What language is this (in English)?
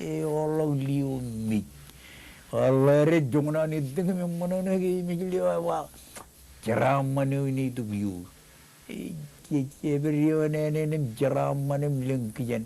Marshallese